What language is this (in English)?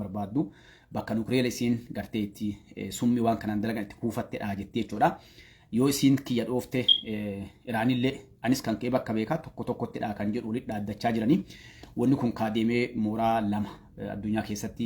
Oromo